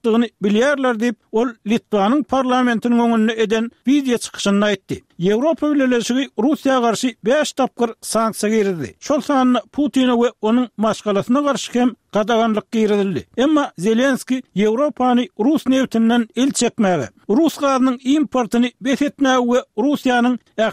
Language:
Turkmen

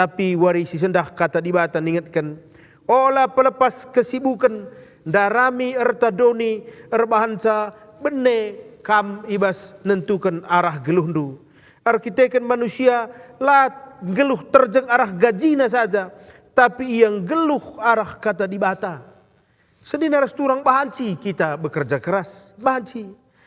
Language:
Batak Karo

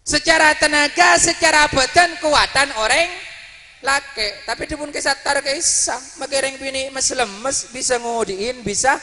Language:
Madurese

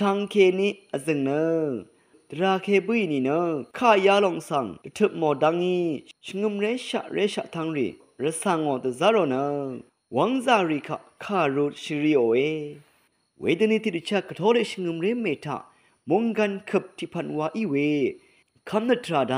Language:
Rawang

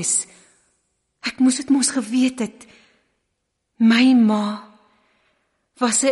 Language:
Afrikaans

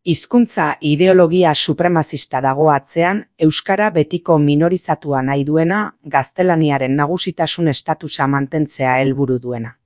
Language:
Basque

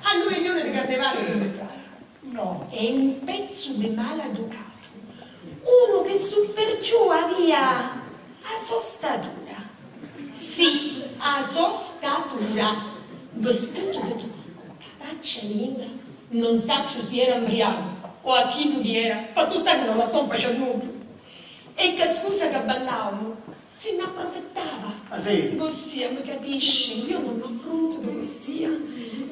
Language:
Sicilian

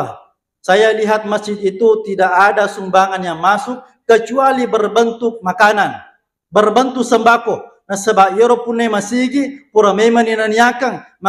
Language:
Buginese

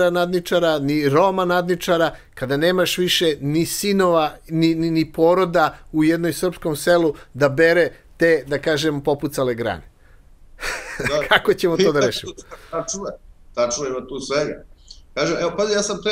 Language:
Serbian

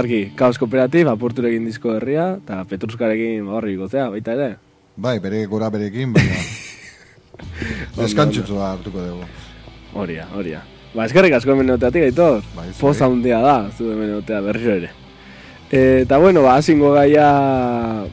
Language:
Basque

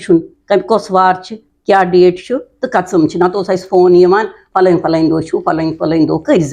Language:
Kashmiri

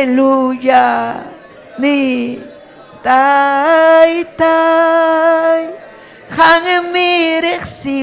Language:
Ayacucho Quechua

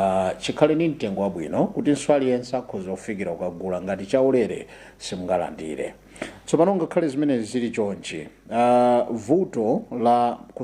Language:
Nyanja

